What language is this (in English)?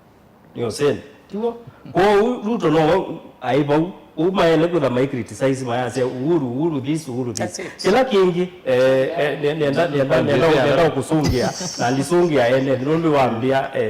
Kamba